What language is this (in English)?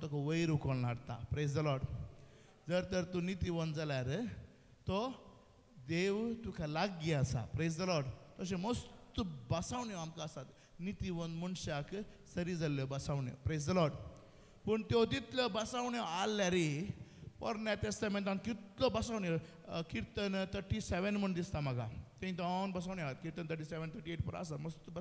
Konkani